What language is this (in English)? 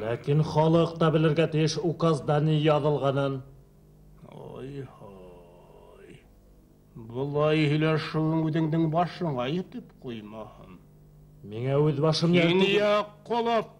Bashkir